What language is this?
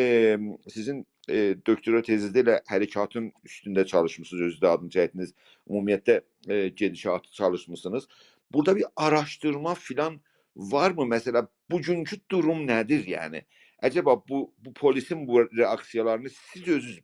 South Azerbaijani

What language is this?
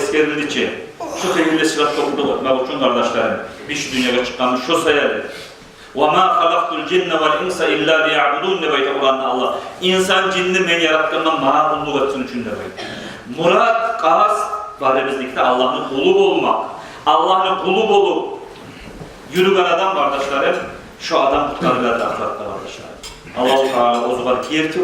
Kumyk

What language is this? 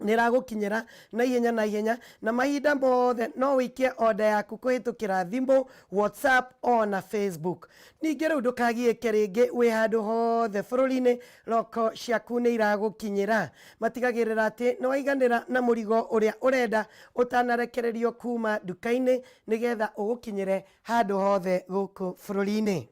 Kikuyu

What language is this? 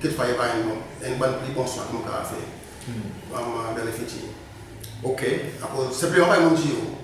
Seselwa Creole French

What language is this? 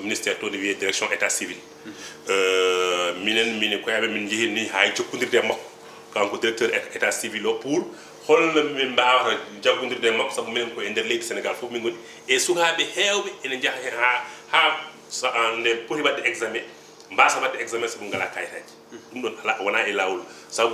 Fula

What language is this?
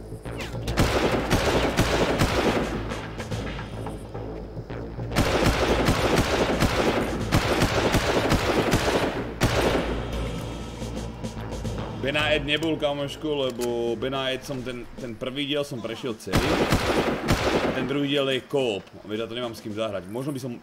Slovak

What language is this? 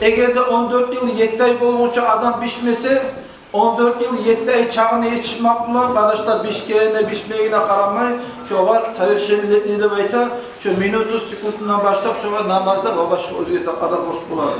Kumyk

